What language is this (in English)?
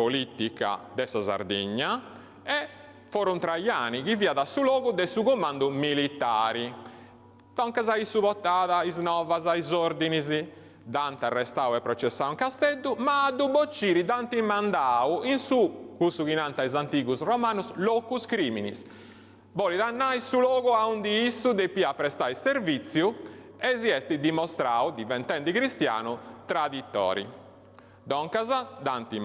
Sardinian